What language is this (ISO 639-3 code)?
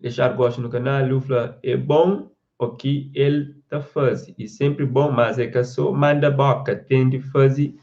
kea